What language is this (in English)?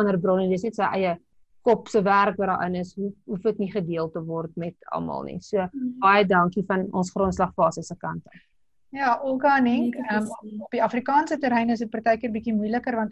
Afrikaans